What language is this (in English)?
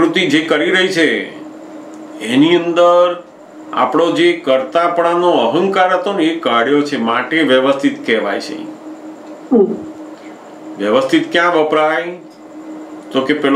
Gujarati